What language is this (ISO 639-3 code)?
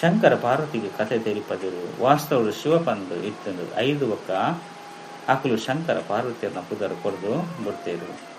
tcy